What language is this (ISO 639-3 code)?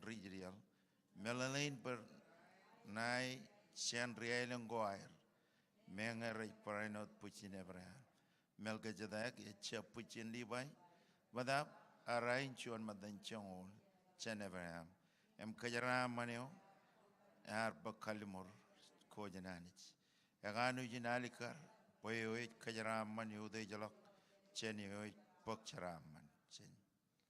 mah